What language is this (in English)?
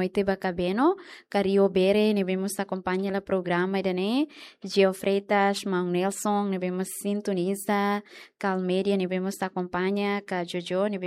Tetum